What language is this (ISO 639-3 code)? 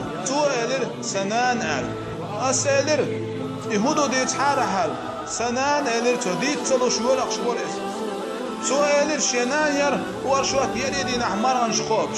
che